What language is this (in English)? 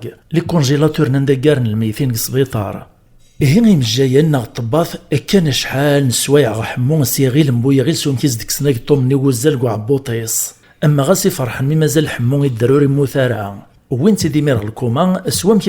Kabyle